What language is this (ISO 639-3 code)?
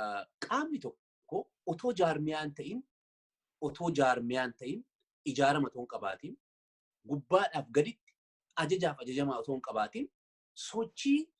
orm